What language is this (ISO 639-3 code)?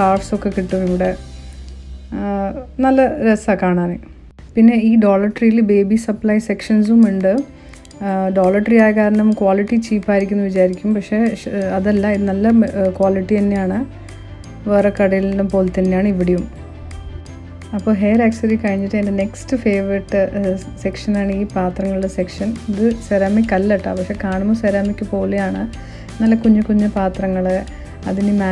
mal